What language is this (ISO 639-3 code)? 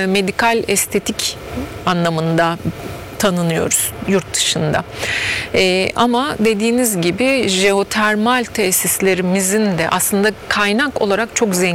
tur